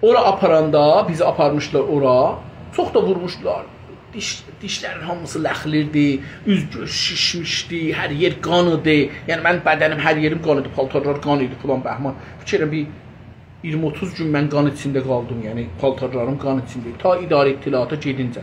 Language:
South Azerbaijani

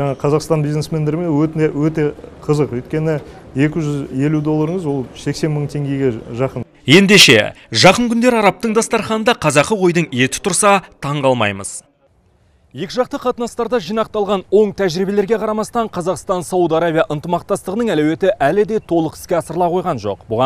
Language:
Kazakh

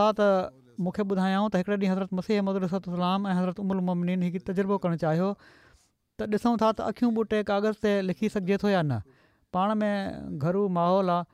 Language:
Sindhi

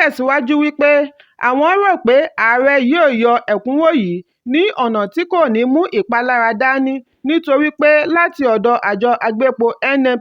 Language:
Yoruba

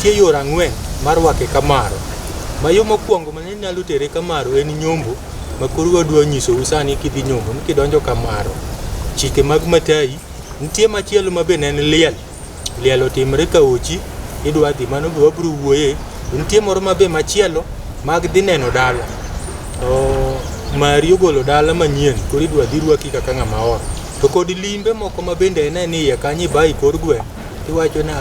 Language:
Luo (Kenya and Tanzania)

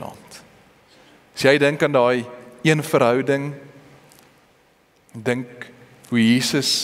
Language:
Afrikaans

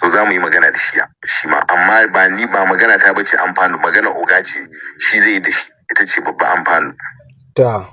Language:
Hausa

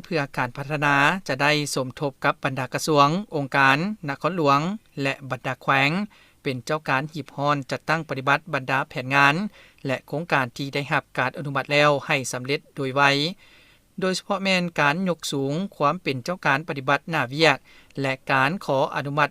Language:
Lao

